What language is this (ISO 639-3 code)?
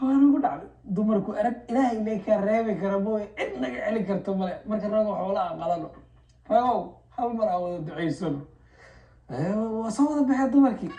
som